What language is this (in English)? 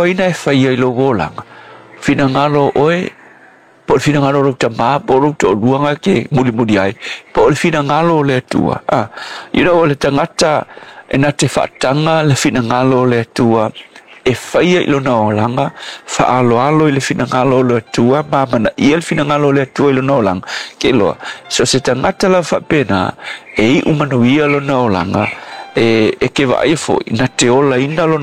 Samoan